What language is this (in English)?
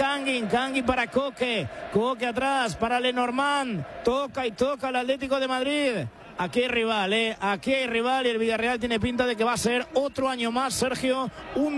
Spanish